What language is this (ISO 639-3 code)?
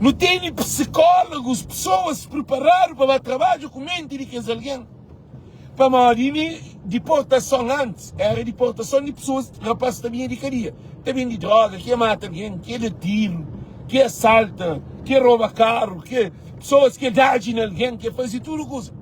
kea